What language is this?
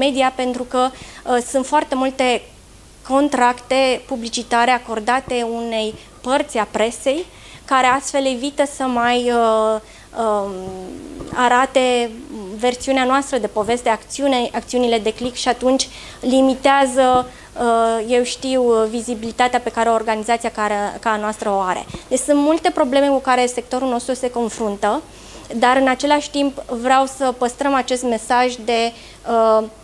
Romanian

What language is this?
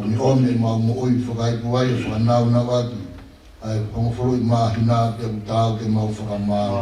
Tongan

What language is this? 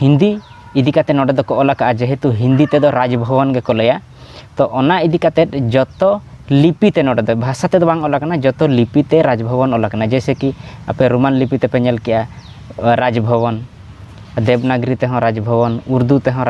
Santali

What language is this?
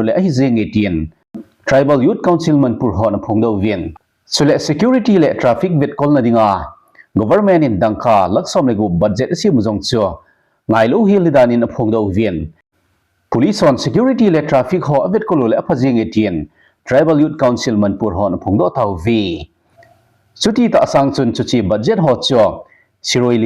Thado Chin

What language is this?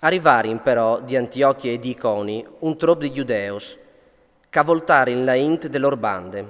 Friulian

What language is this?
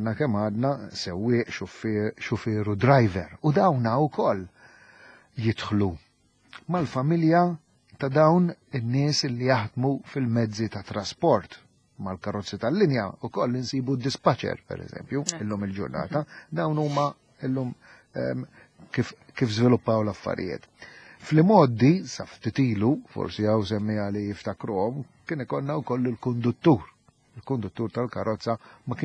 Maltese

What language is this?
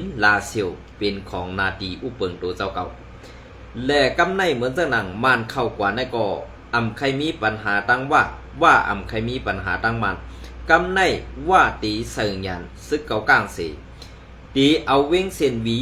Shan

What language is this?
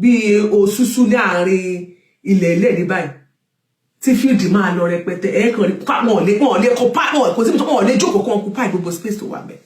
Yoruba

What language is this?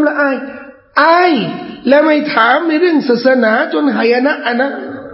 Thai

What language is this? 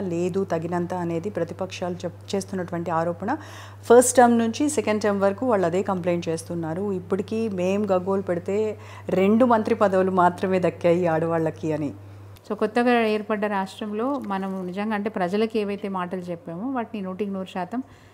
Telugu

